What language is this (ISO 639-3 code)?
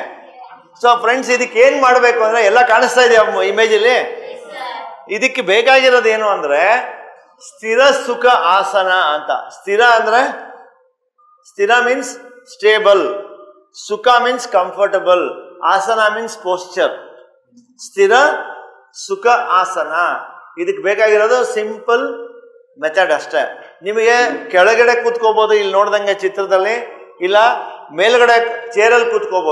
kan